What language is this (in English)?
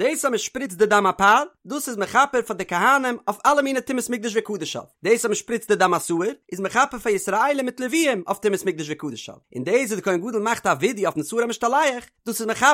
Yiddish